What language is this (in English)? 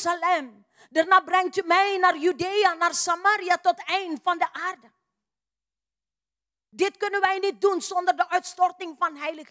Dutch